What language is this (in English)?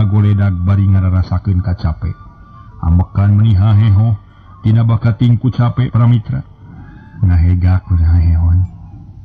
Sundanese